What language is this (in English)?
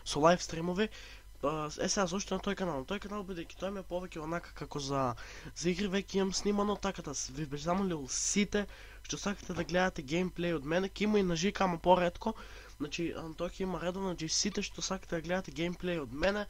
Macedonian